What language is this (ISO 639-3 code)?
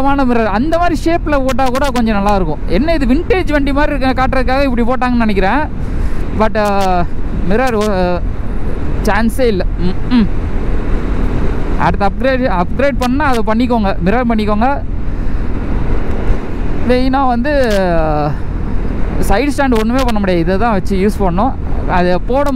tam